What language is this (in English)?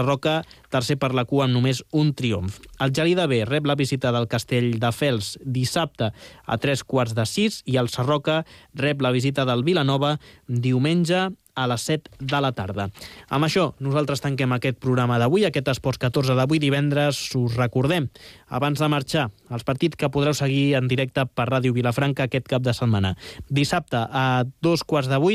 Catalan